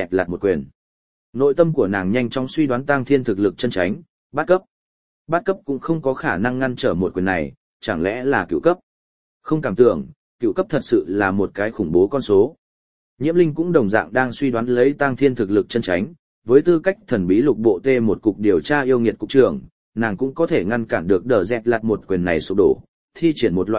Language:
Vietnamese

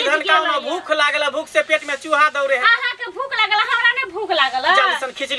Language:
Maithili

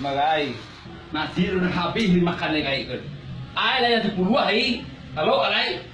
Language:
Minangkabau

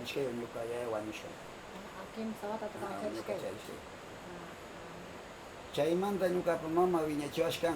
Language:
Northern Pastaza Quichua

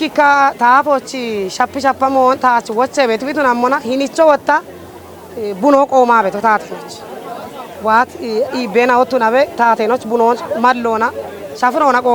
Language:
Kafa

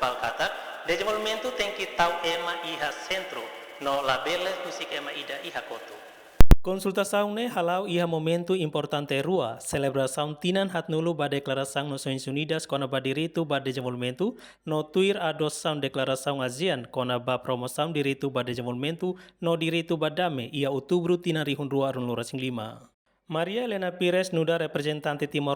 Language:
Tetum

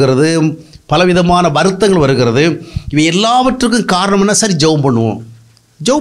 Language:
Tamil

